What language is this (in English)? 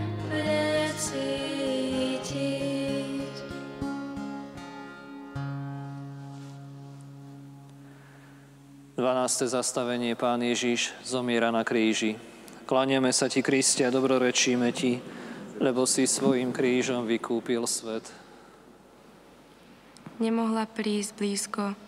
Slovak